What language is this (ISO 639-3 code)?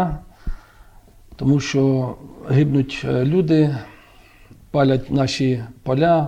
ukr